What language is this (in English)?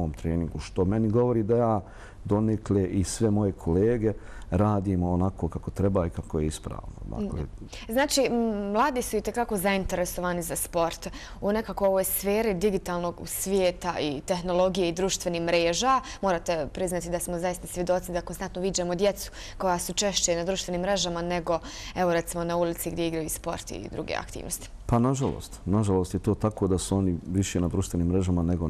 Bosnian